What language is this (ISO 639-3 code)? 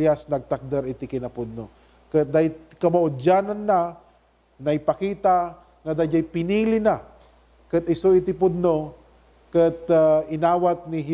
ilo